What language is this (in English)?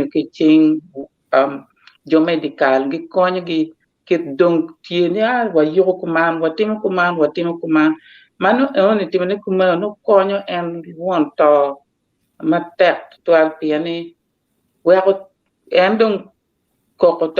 Acoli